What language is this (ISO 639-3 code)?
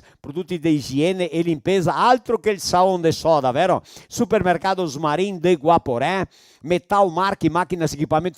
vec